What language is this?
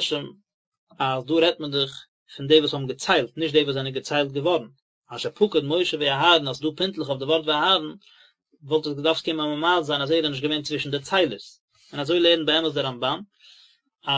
Yiddish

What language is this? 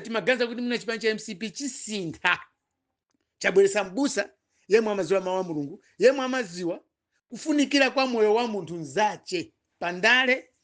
Nyanja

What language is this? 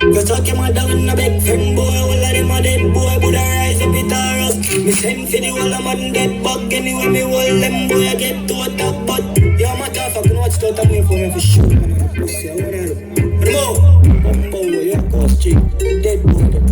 Jamaican Creole English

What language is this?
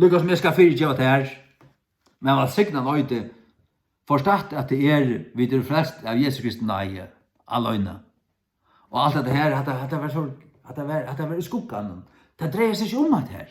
Faroese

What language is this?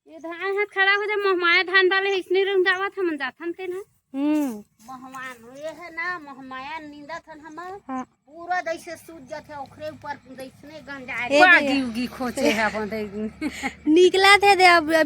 Chhattisgarhi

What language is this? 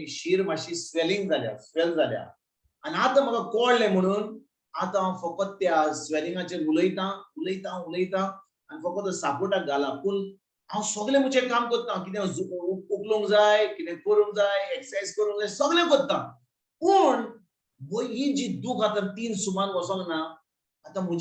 Konkani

